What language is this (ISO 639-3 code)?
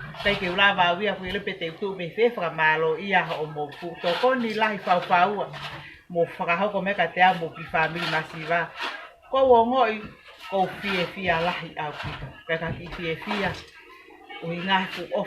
ton